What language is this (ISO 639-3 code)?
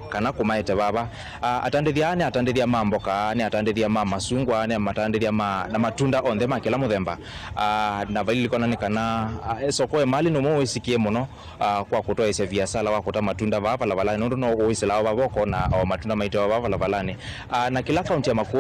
kam